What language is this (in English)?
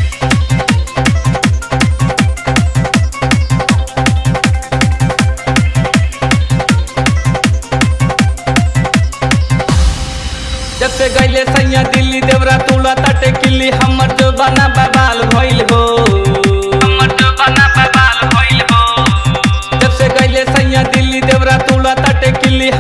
Bhojpuri